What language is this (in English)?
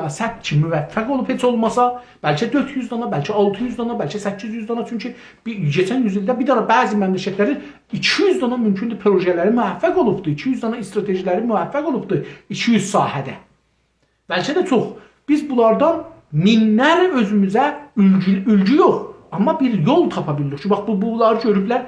South Azerbaijani